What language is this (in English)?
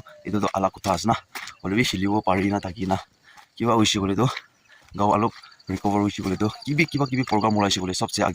Naga Pidgin